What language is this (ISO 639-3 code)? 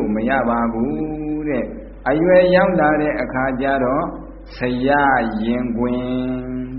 mya